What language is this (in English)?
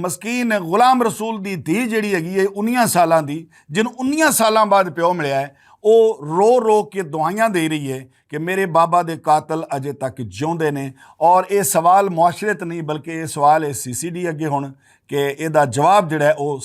Western Panjabi